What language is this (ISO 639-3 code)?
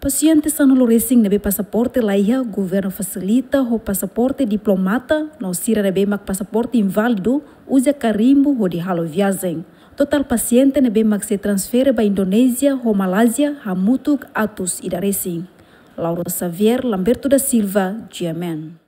tet